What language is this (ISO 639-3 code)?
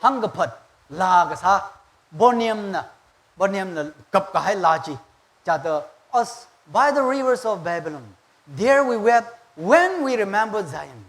nmf